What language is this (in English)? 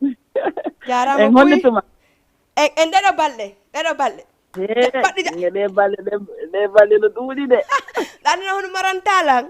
Fula